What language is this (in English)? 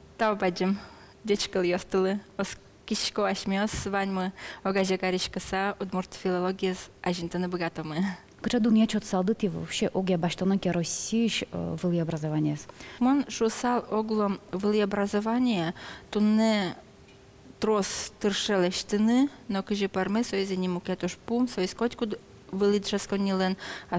Udmurt